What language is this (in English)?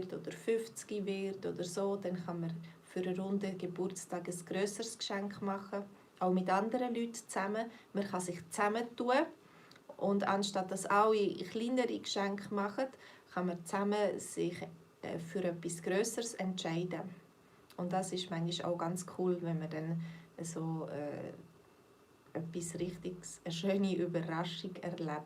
Swiss German